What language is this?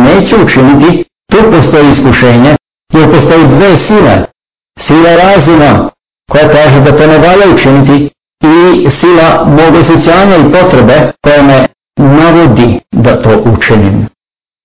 Serbian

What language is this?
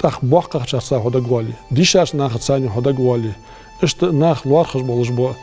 Ingush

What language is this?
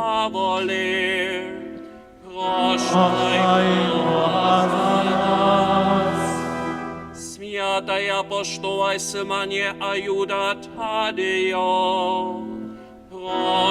Upper Sorbian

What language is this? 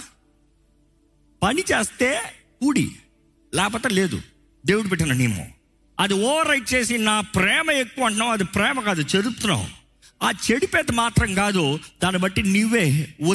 Telugu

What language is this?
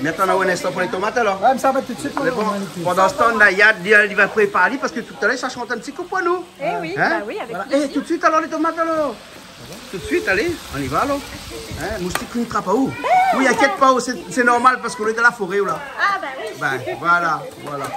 Réunion Creole French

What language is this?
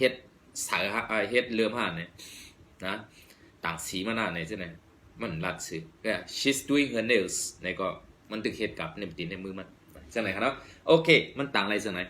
Shan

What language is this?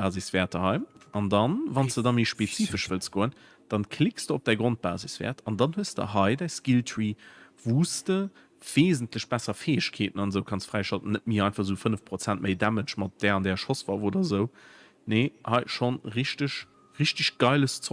Luxembourgish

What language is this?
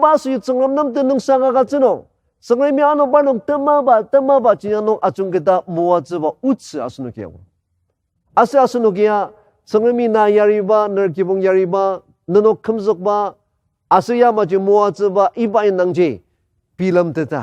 Ao Naga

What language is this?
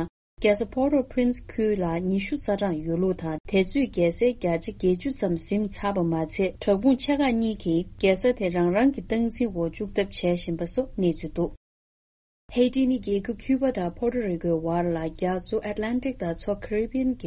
Tibetan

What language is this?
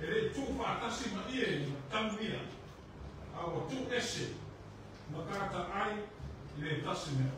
Samoan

